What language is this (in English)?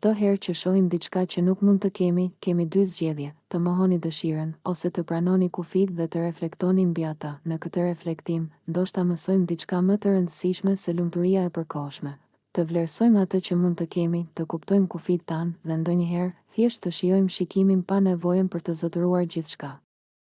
Albanian